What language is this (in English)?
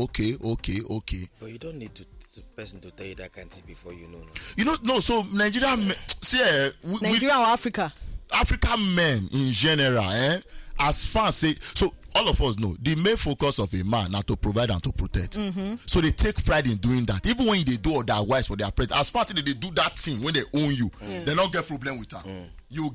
Nigerian Pidgin